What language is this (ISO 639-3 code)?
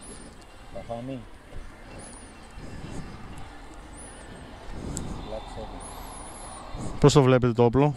ell